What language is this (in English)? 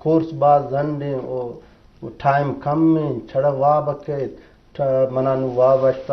Eastern Balochi